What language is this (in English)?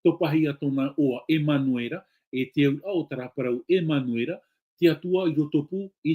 Tahitian